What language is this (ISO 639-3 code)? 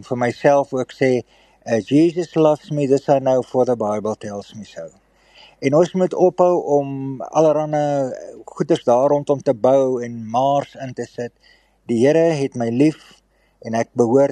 afr